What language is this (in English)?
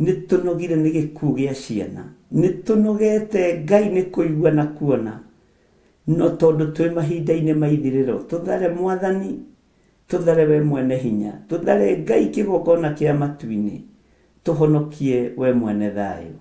Kikuyu